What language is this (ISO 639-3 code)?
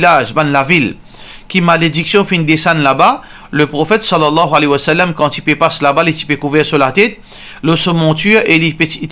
mfe